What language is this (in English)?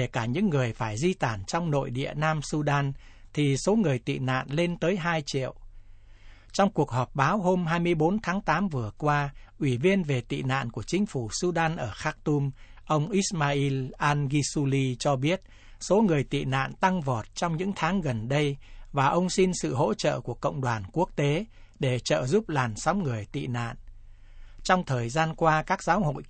Vietnamese